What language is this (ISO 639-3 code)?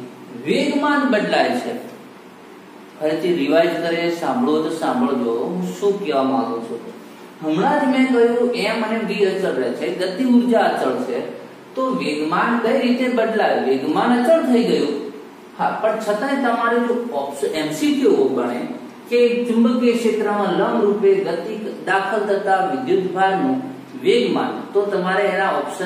guj